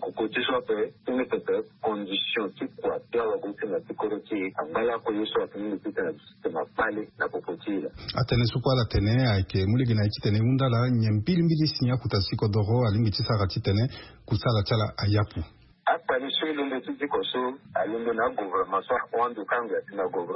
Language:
Sango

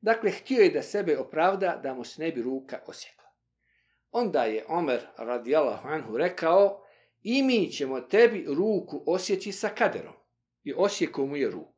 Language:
Bosnian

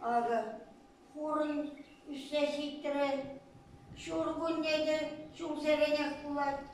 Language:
Chuvash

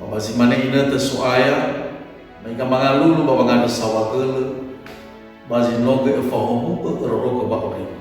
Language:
Nias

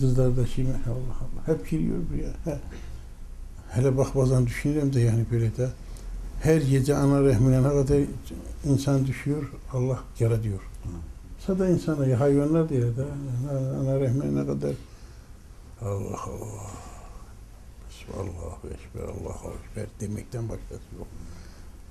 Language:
Turkish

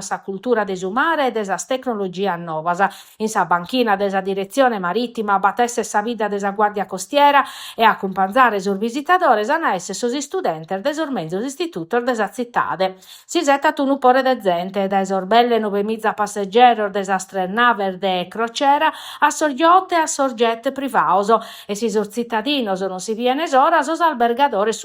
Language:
Sardinian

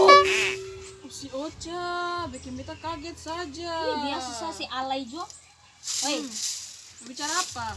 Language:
Ambonese Malay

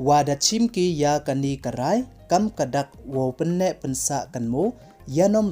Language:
Pnar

